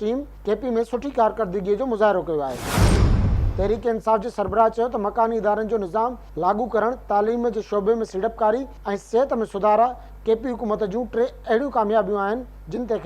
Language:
Sindhi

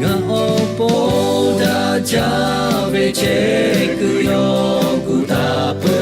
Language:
Lahu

